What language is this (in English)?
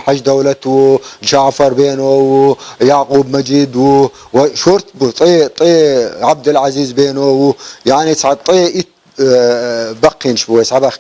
Chechen